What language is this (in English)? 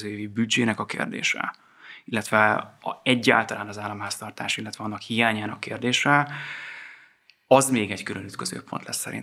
Hungarian